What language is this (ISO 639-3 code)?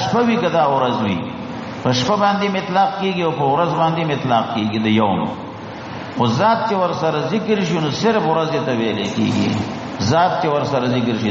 pus